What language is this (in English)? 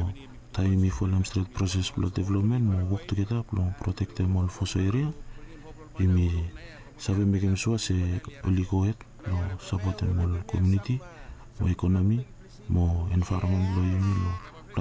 Bislama